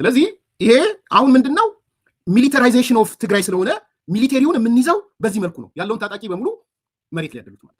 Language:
Amharic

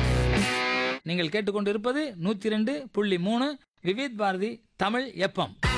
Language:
Tamil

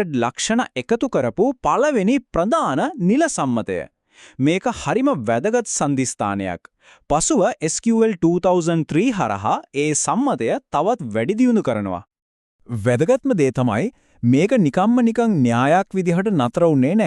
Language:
Sinhala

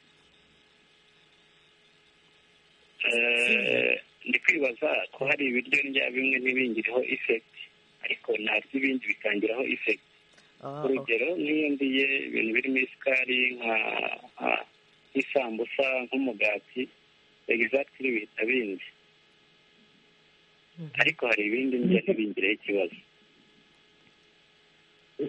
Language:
Kinyarwanda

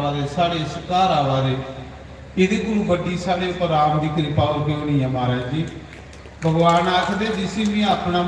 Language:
Dogri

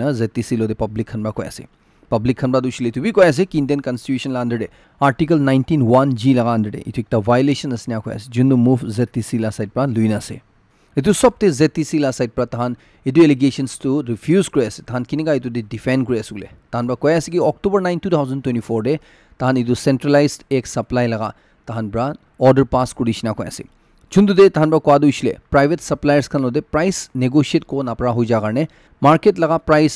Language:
Naga Pidgin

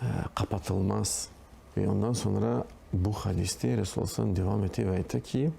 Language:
Crimean Tatar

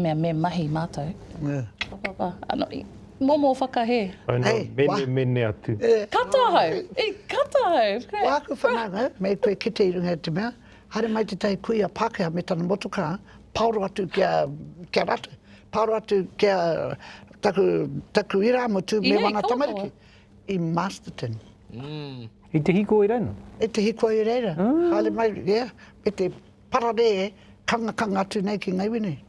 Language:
Māori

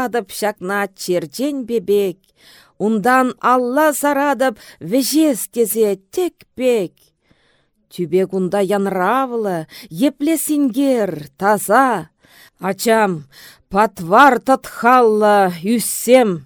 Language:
Chuvash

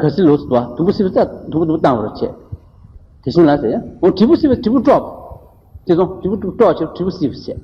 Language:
Tibetan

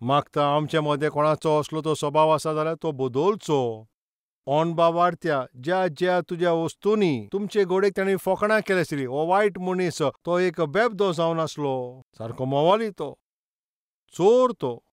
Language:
Konkani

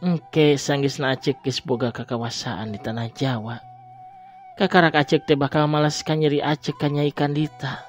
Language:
Sundanese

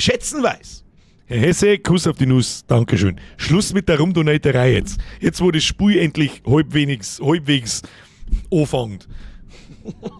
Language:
Bavarian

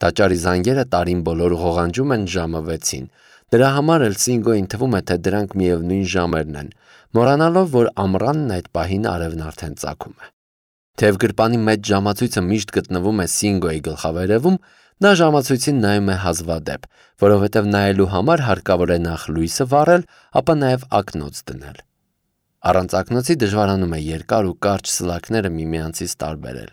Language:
Armenian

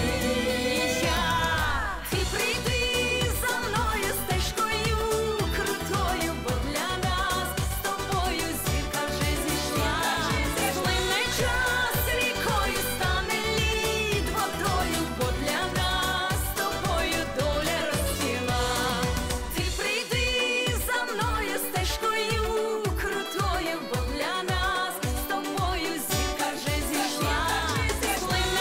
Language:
Ukrainian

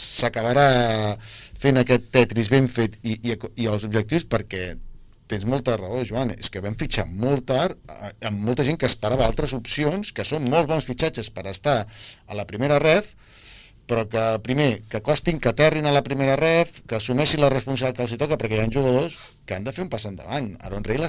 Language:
Catalan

